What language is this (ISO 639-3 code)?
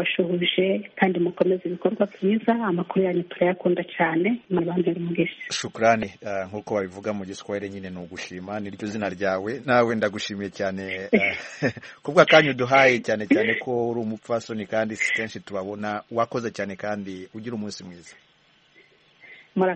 kin